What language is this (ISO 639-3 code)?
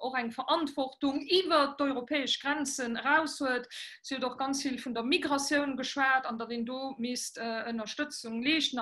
ltz